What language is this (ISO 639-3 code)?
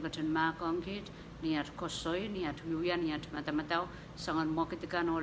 pon